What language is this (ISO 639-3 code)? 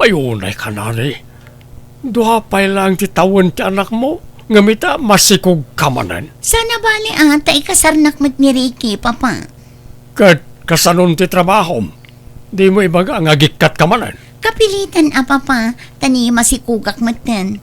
ilo